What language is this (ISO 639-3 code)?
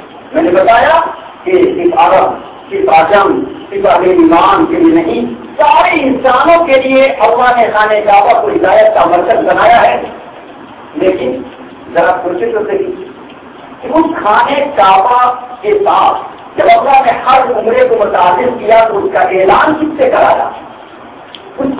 urd